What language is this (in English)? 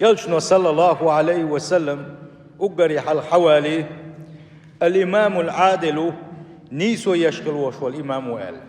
Chechen